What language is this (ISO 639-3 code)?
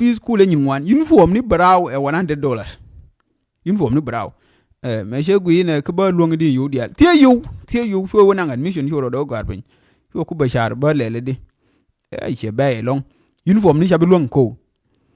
nus